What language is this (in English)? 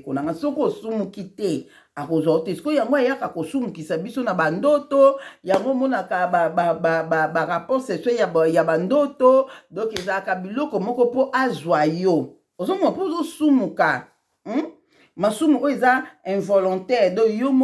Lingala